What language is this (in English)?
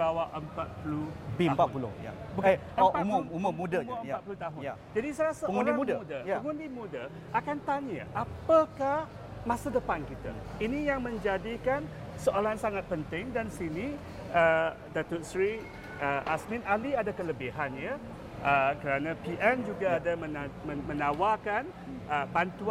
Malay